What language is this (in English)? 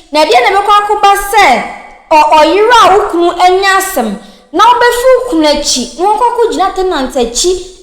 Akan